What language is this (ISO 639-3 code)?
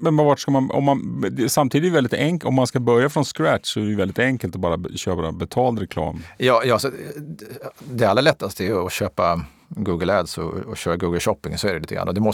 swe